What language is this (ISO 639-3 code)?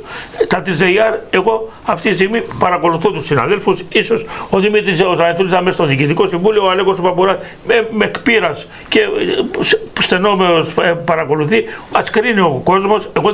ell